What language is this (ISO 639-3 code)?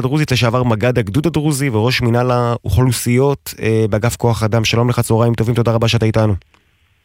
heb